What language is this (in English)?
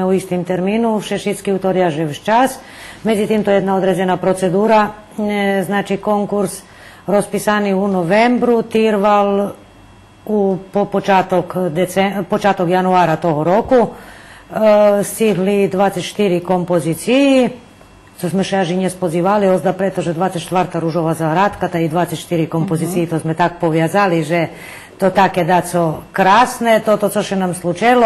Rusyn